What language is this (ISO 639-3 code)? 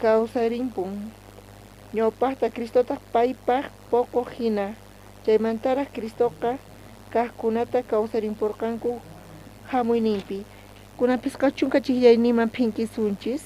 quh